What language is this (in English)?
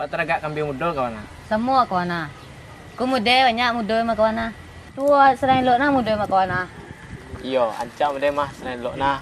Minangkabau